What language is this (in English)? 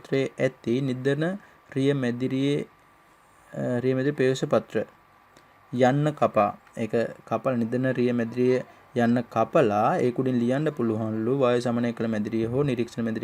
Sinhala